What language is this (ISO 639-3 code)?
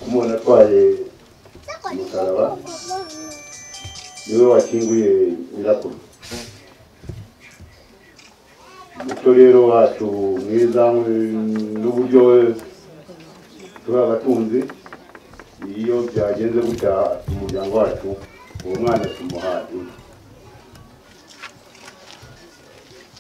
kin